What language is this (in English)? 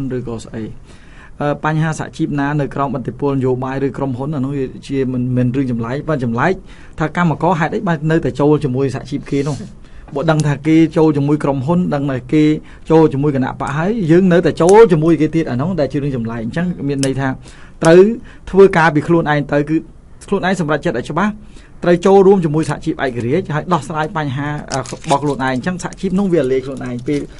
Khmer